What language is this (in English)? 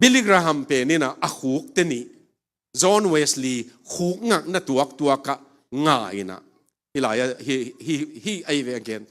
Tedim Chin